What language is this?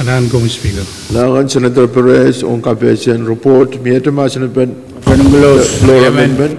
Pohnpeian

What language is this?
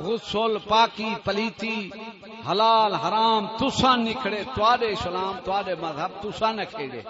Saraiki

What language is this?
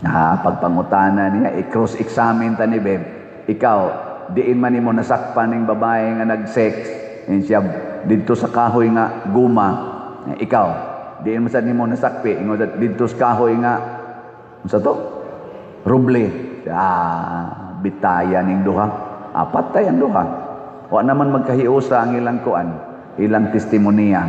Cebuano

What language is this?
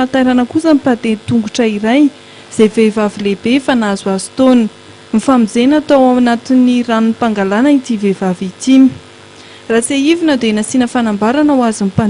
Malagasy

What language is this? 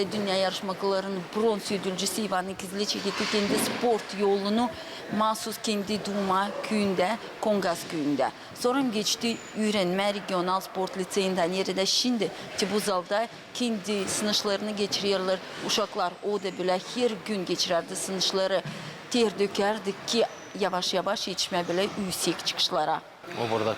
Gagauz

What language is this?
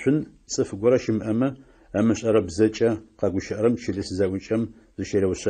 Adyghe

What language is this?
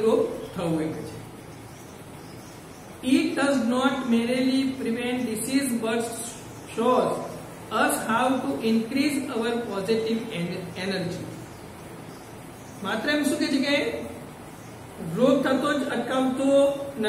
Gujarati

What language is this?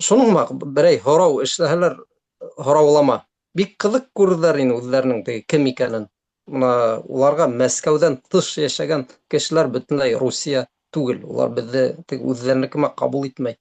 Bashkir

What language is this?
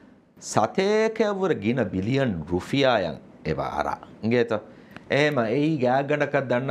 Divehi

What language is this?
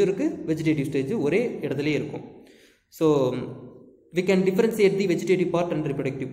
Tamil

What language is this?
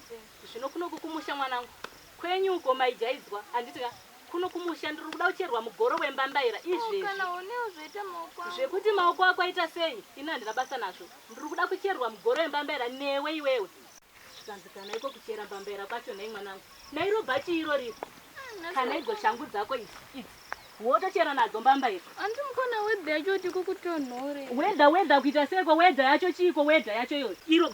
Shona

